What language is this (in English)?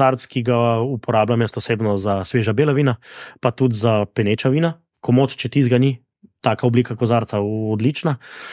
Slovenian